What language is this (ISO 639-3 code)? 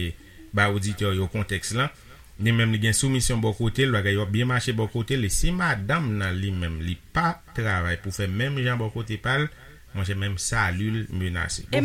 hat